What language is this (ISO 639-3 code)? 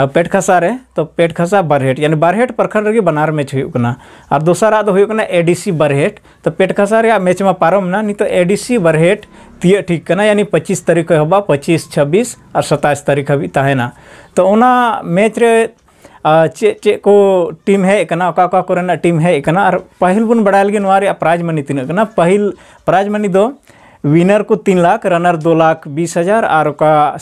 sat